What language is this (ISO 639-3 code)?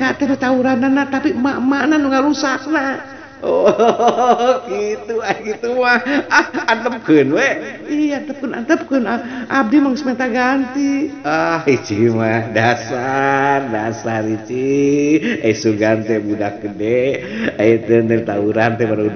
sun